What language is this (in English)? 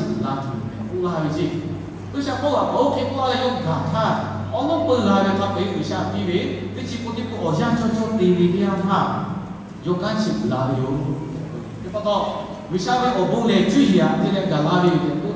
Lahu